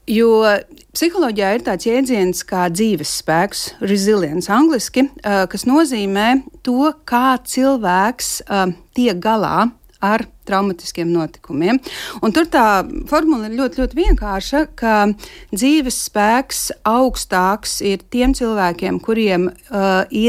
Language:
Latvian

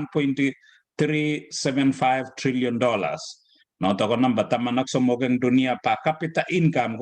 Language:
Kalenjin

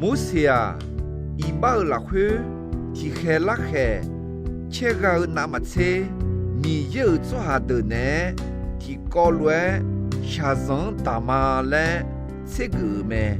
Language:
Akha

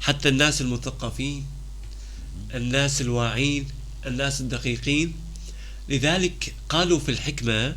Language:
North Levantine Arabic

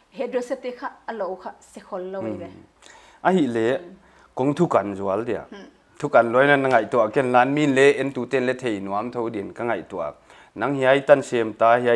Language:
Paite Chin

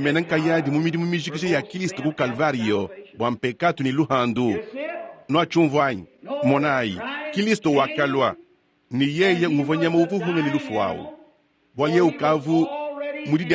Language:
Luba-Lulua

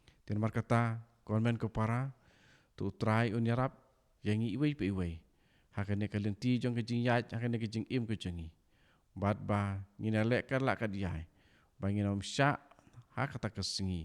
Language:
Khasi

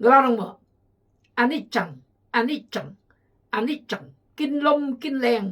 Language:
Khmu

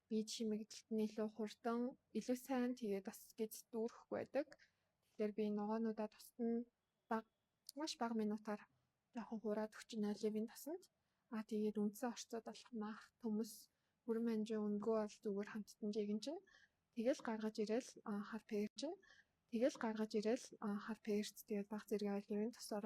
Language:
Mongolian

